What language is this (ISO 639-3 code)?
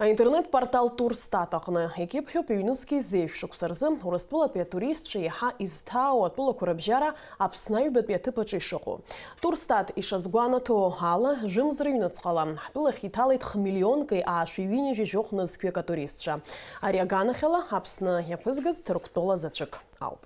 abk